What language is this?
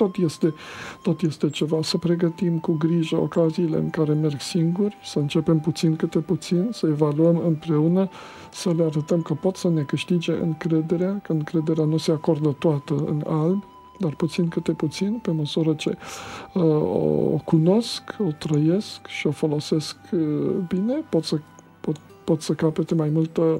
Romanian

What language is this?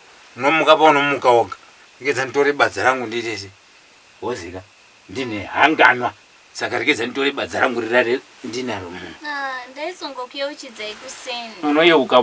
Shona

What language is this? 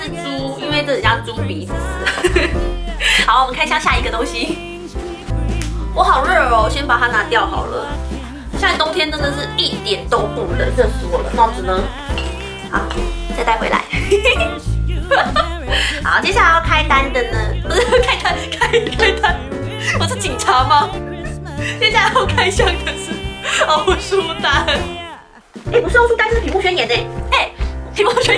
Chinese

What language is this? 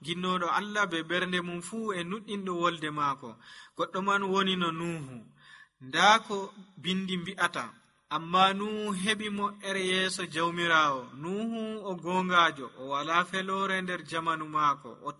Nigerian Fulfulde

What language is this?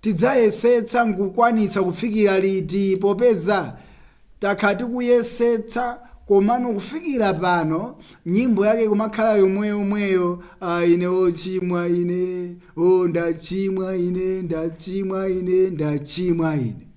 Nyanja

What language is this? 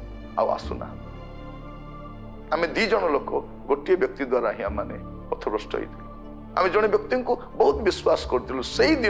Odia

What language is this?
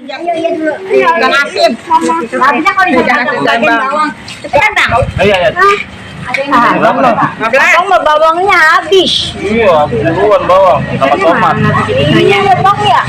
Betawi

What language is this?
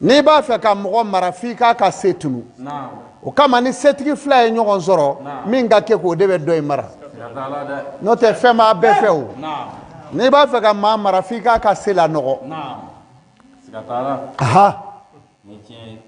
Bambara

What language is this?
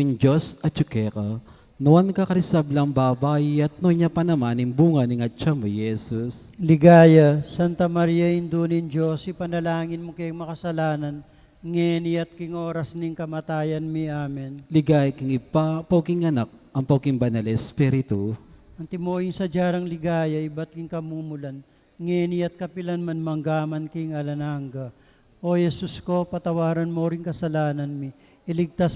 Pampanga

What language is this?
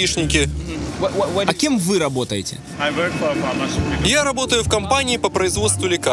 Russian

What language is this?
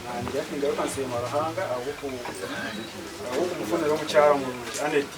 Nyankole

